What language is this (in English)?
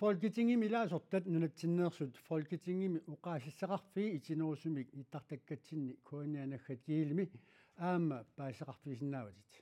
Kalaallisut